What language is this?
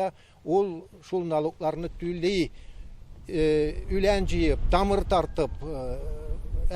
Tatar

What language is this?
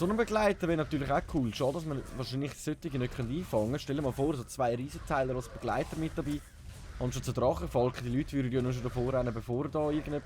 Swiss German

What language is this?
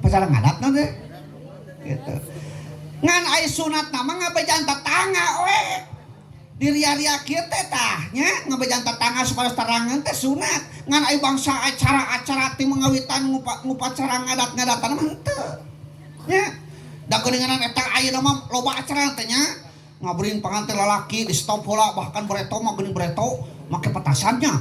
Sundanese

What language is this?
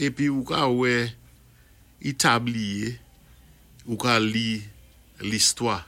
Saint Lucian Creole French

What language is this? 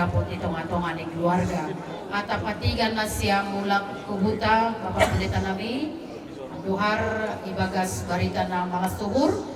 Batak Simalungun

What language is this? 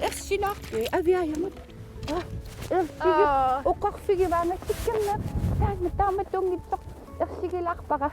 Kalaallisut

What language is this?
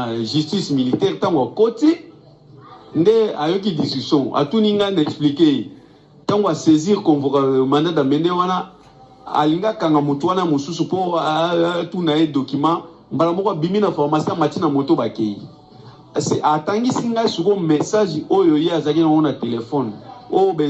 Lingala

